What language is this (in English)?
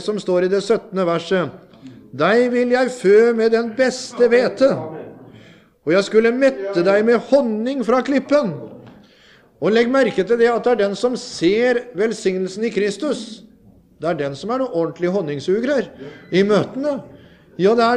Norwegian